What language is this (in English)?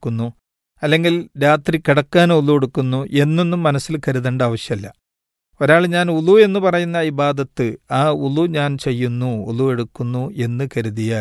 Malayalam